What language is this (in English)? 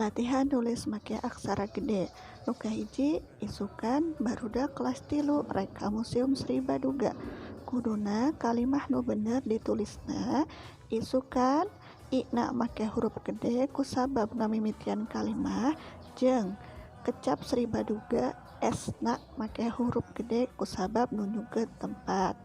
Sundanese